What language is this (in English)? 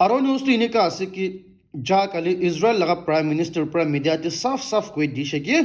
Naga Pidgin